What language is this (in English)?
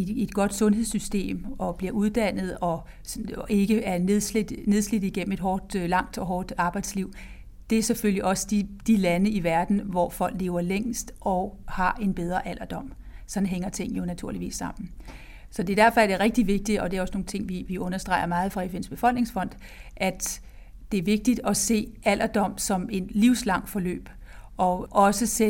Danish